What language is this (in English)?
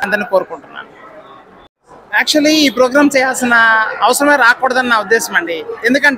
Telugu